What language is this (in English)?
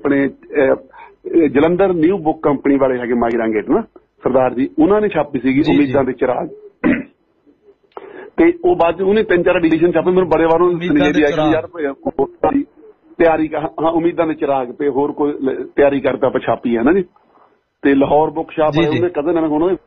Punjabi